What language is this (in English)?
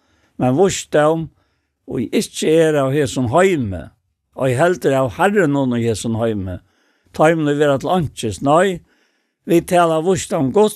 Faroese